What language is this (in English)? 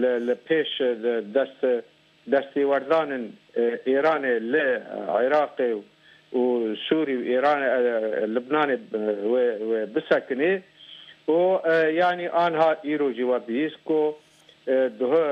Kurdish